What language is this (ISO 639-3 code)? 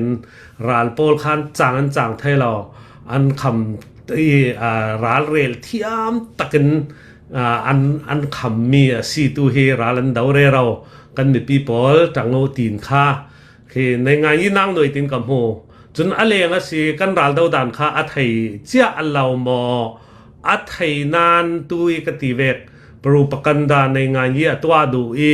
cnh